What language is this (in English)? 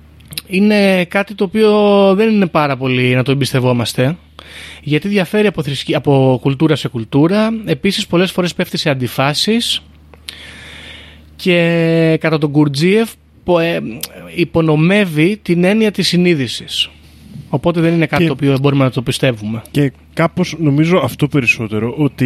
Greek